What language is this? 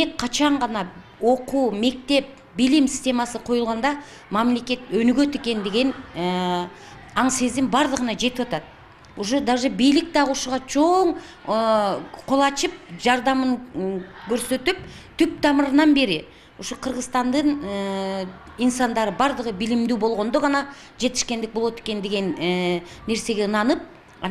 Kyrgyz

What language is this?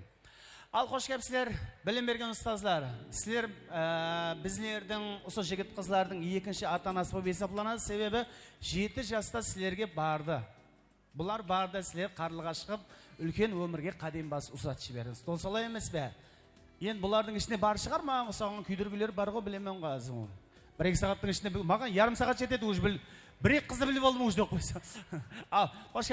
Kara-Kalpak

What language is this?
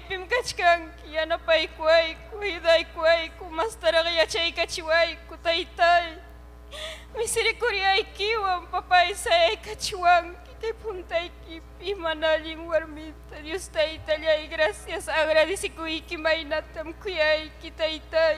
Ayacucho Quechua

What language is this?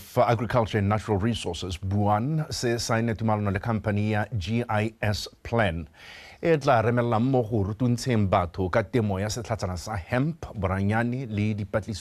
Tswana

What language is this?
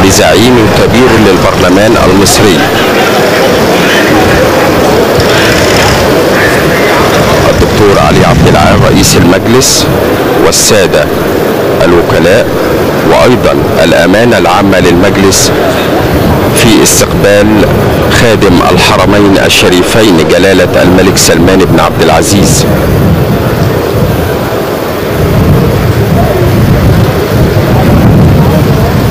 Arabic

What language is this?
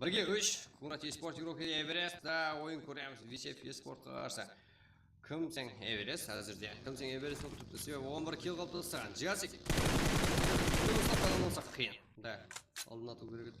Kara-Kalpak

